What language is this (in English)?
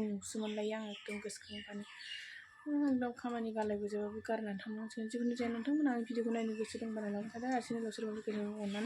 Bodo